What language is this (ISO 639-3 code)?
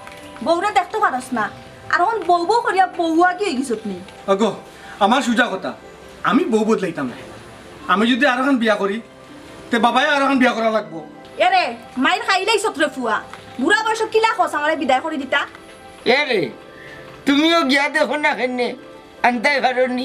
syl